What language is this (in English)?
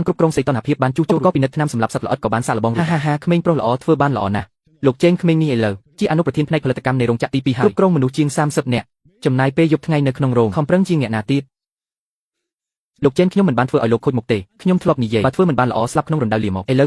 Khmer